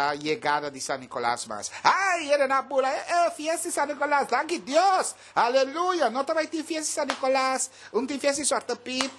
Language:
Papiamento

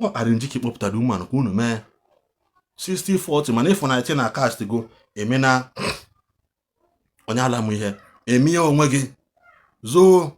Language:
Igbo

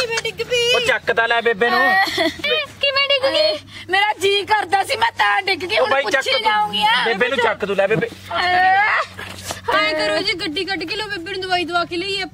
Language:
Punjabi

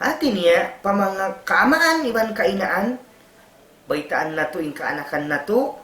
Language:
Tausug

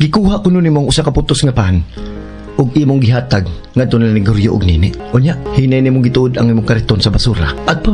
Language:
Cebuano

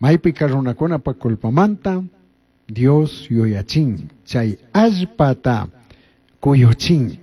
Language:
Chimborazo Highland Quichua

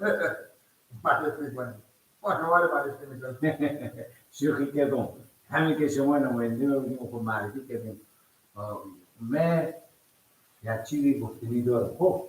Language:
Persian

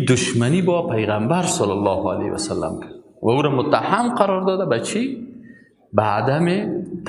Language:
Persian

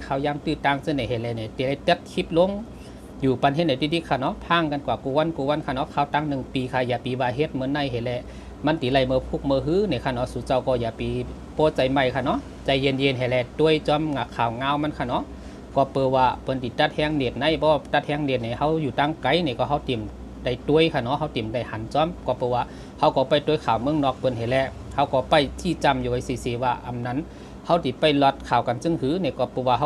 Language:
Shan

